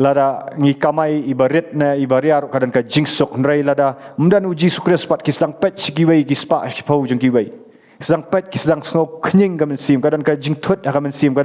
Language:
Khasi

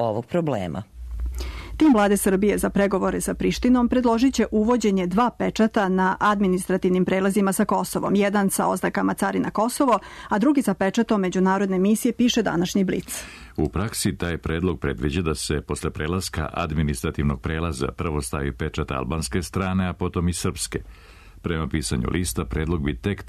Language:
Serbian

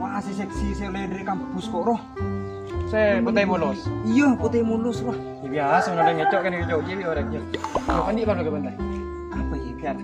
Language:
Madurese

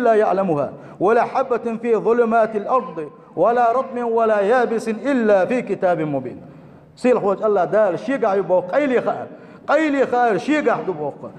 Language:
Chechen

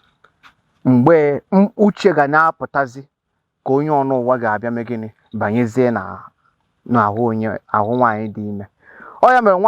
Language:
Igbo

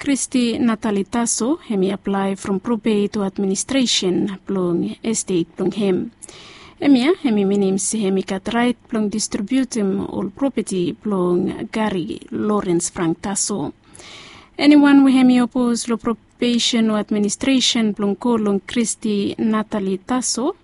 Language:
Bislama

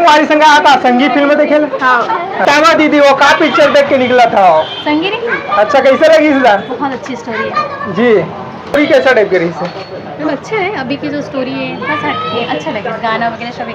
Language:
Chhattisgarhi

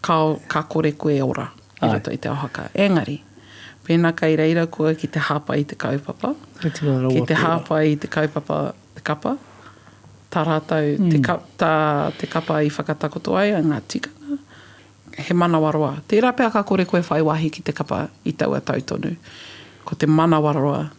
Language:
Māori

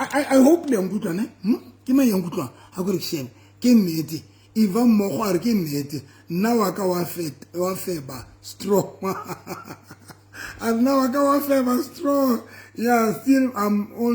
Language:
Southern Sotho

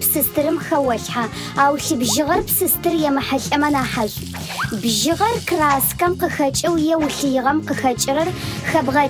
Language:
Adyghe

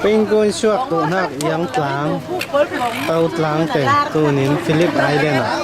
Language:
Falam Chin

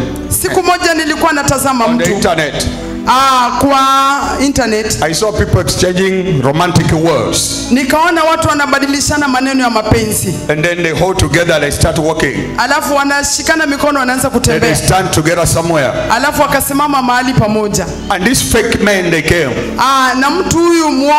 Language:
Swahili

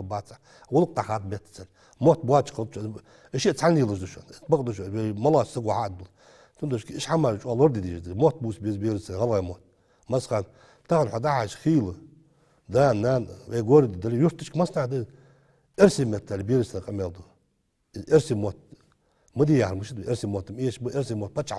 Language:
Ingush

